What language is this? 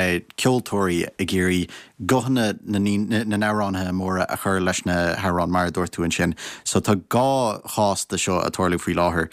Irish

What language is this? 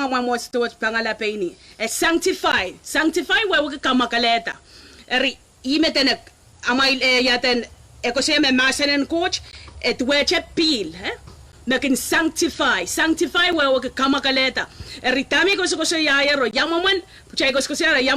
Pohnpeian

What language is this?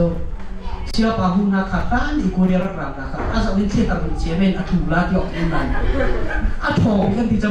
Hakha Chin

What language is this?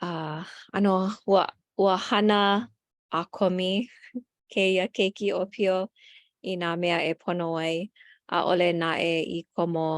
Hawaiian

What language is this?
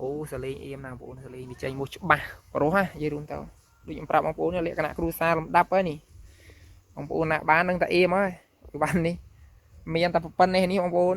Khmer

